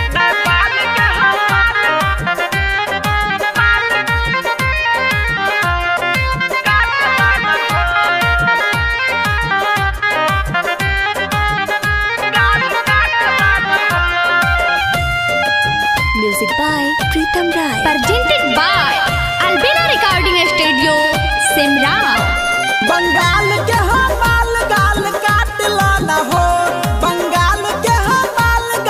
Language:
Bhojpuri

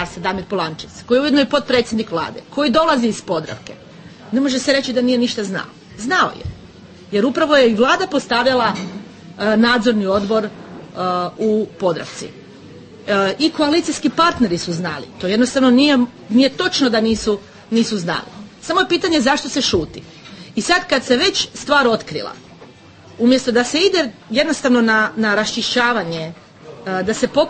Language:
Croatian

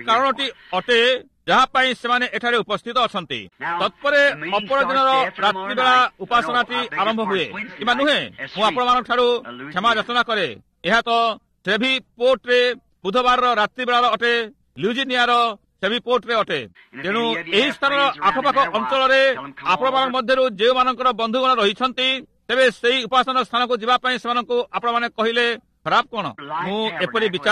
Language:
Odia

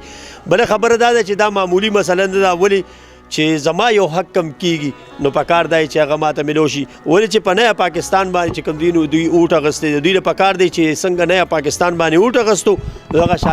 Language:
Pashto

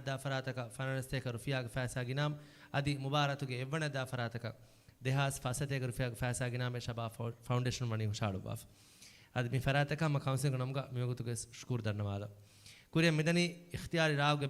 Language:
Divehi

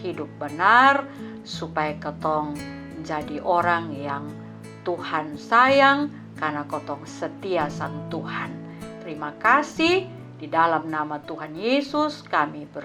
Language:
Kupang Malay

